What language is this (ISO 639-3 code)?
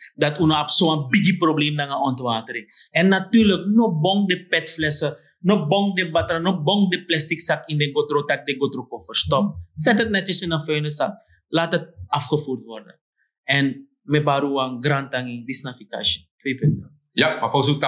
srn